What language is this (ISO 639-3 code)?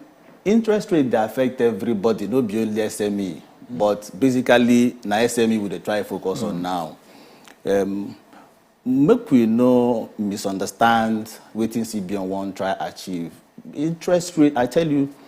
pcm